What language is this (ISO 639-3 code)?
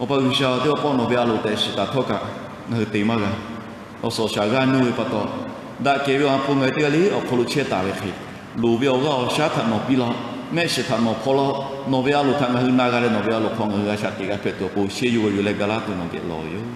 lhu